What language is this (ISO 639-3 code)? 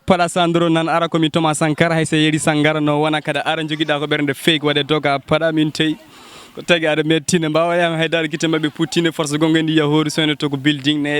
ful